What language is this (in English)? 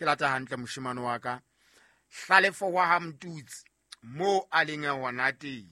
Southern Sotho